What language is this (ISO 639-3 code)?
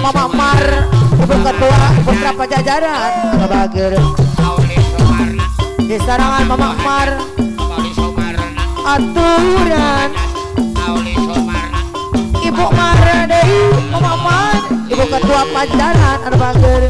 sun